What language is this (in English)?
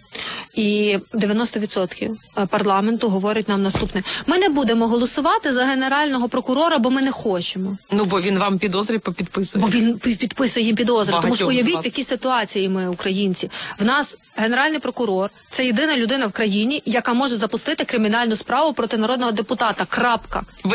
Ukrainian